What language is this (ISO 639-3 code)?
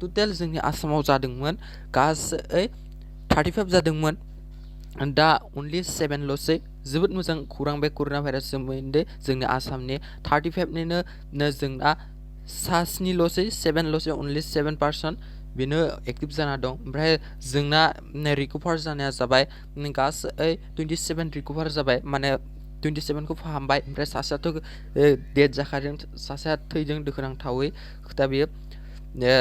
brx